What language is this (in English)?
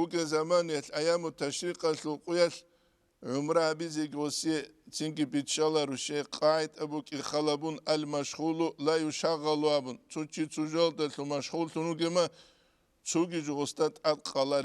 Avaric